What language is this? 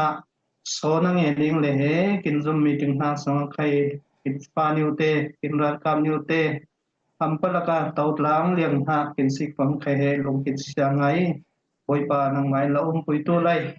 Falam Chin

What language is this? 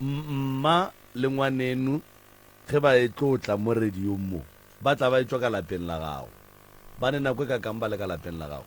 Northern Sotho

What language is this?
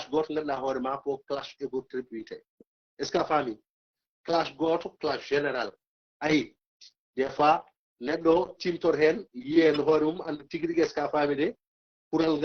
Fula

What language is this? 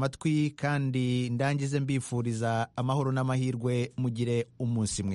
Kinyarwanda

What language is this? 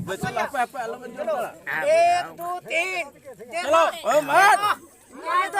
Santali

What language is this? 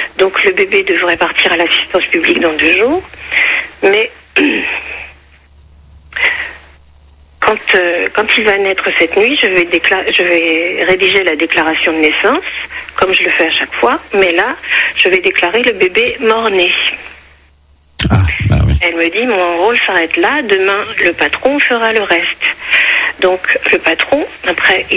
French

